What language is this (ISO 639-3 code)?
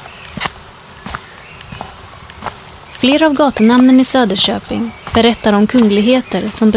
swe